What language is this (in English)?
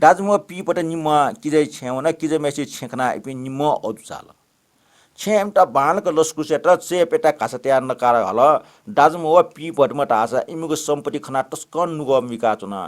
Newari